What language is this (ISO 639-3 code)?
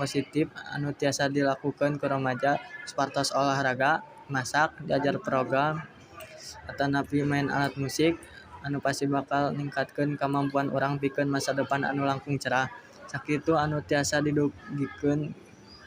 sun